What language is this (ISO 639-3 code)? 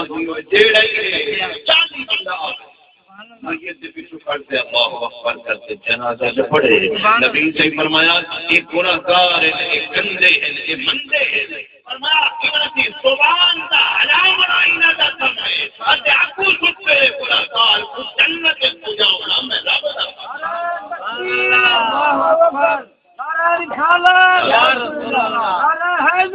skr